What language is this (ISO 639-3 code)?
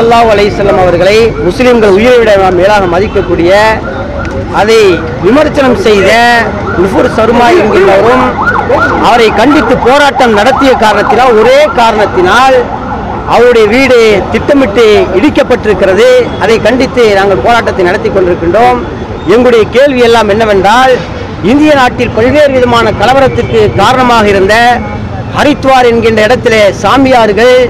tam